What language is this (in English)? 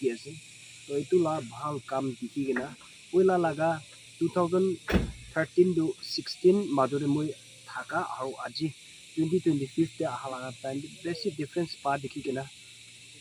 Naga Pidgin